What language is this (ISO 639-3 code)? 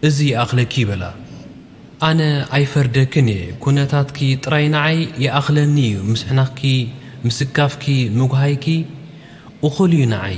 tir